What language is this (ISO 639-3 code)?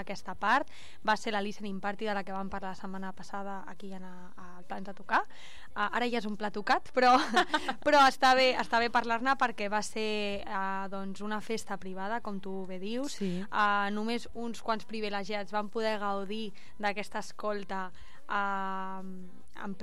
cat